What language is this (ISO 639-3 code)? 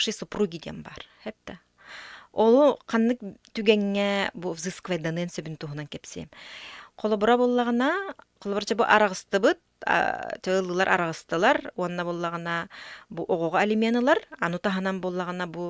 sah